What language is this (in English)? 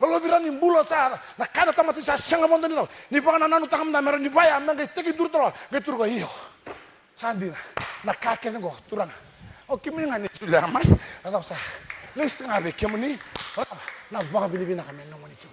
Fijian